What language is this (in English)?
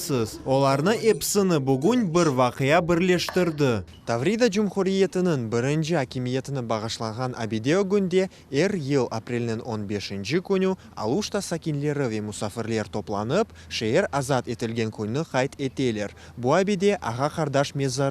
Crimean Tatar